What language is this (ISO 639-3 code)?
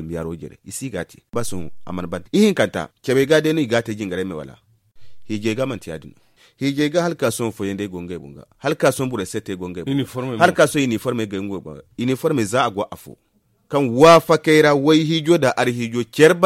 dje